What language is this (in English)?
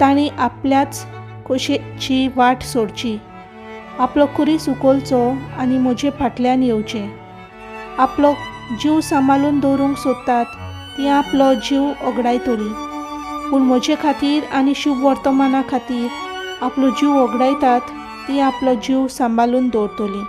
Konkani